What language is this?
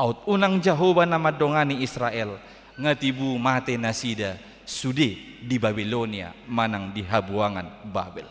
Batak Toba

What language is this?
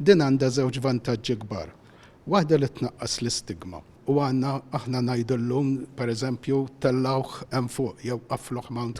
Maltese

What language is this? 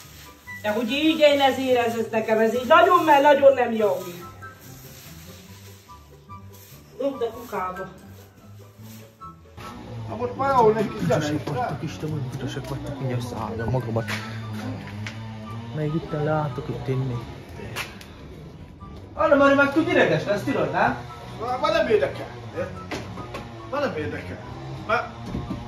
Hungarian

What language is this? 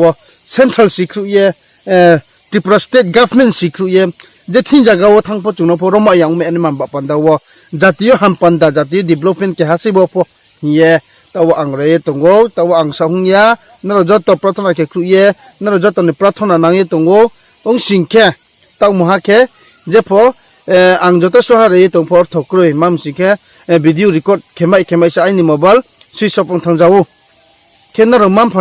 Riang (India)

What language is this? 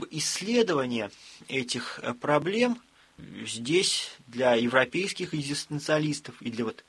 Russian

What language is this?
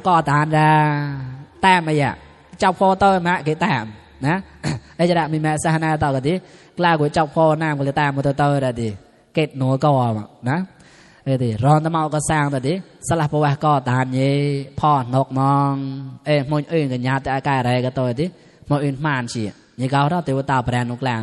Mon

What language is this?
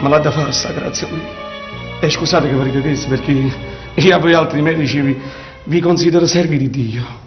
Neapolitan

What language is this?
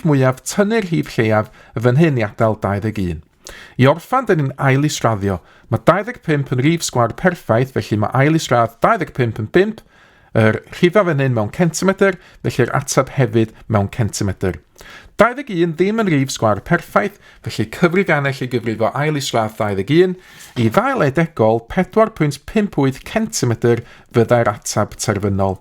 Welsh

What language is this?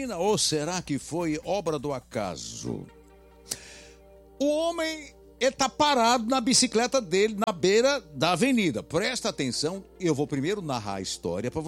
Portuguese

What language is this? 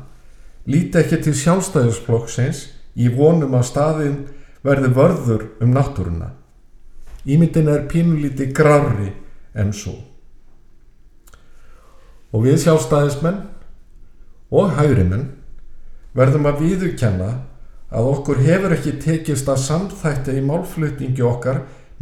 Icelandic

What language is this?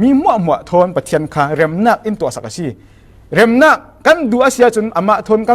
Falam Chin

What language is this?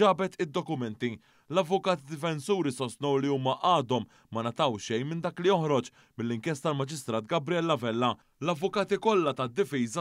Maltese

